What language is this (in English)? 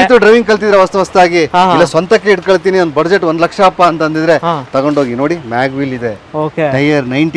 Kannada